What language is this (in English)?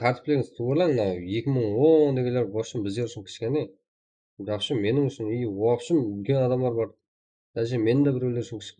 Kara-Kalpak